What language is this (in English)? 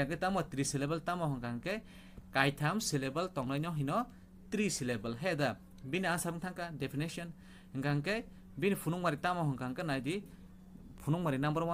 Kok Borok